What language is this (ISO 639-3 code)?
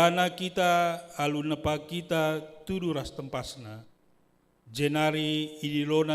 btx